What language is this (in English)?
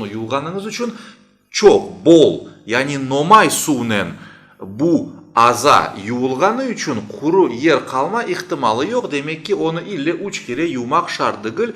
Crimean Tatar